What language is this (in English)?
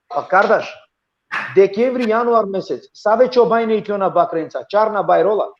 Balkan Romani